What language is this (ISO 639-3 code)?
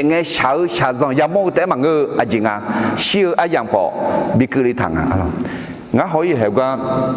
ahk